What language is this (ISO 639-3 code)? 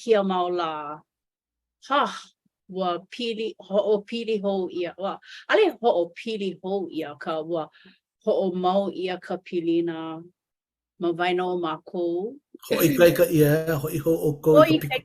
haw